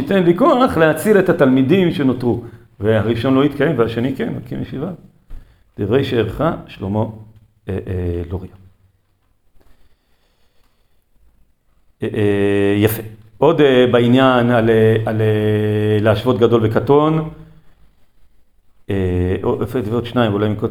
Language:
Hebrew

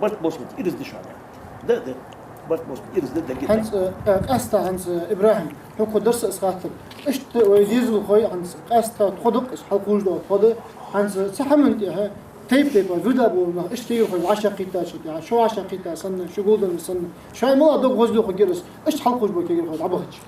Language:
Ingush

